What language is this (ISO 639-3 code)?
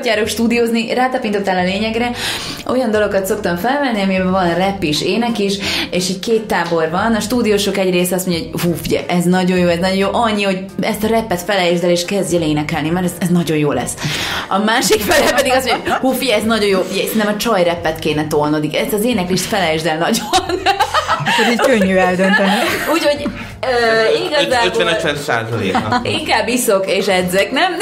hun